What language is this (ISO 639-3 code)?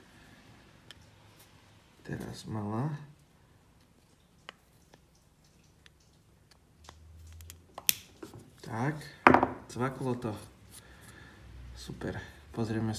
slk